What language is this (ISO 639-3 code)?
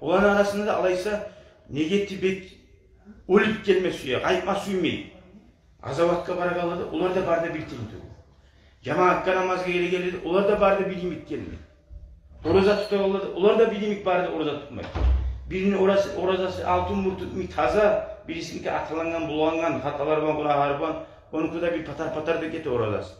kum